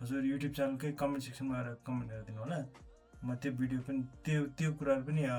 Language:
Nepali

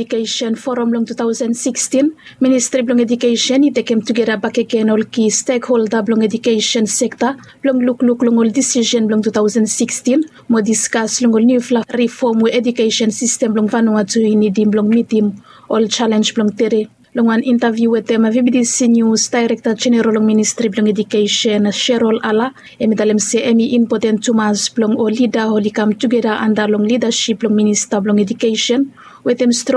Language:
Bislama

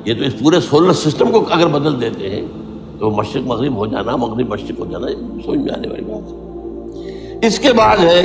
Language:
Urdu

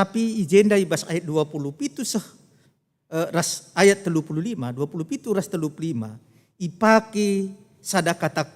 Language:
Batak Karo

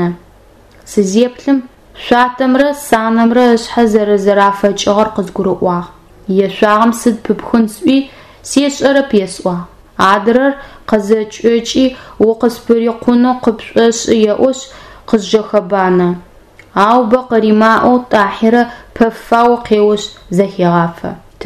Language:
Adyghe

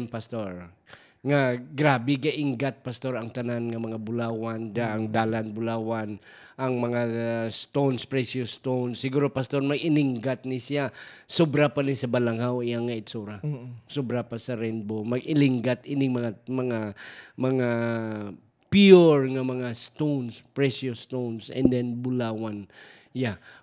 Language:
Hiligaynon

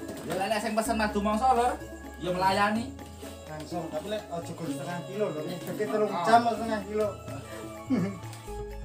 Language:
Javanese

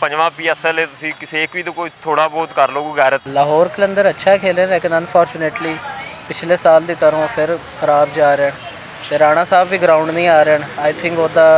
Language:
Western Panjabi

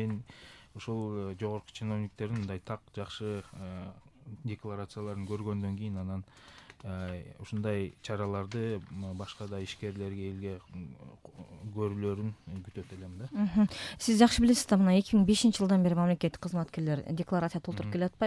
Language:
Kyrgyz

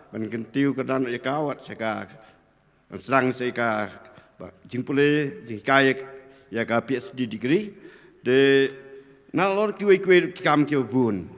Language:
Khasi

